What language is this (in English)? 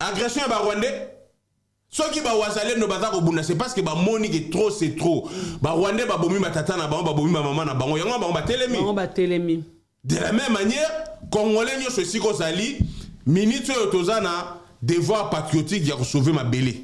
Lingala